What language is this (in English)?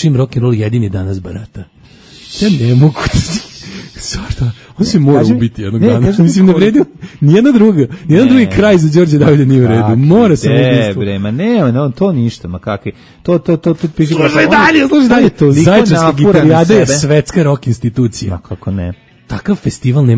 Serbian